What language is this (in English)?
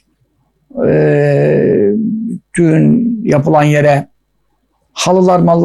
Turkish